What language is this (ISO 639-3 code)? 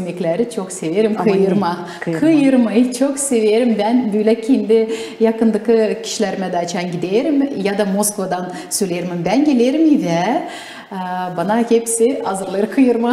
gag